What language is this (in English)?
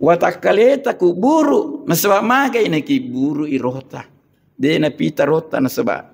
Buginese